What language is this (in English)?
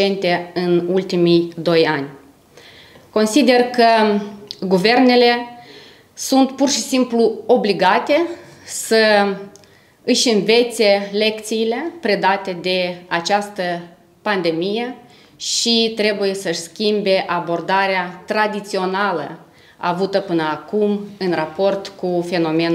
Romanian